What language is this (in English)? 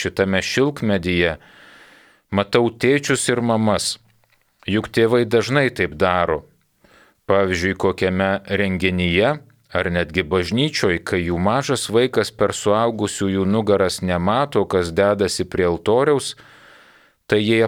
Lithuanian